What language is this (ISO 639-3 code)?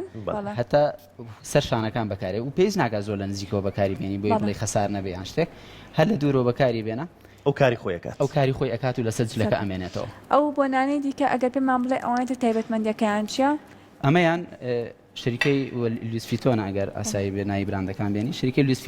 ckb